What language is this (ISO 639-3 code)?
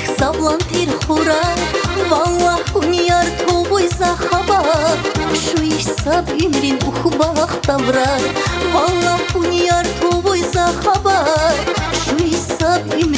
tab